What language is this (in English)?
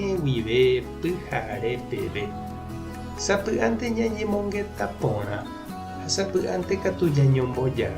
Guarani